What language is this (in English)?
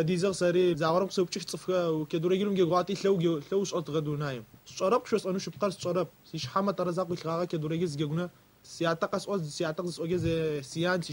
Adyghe